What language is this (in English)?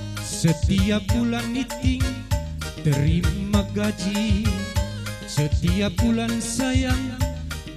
Batak Karo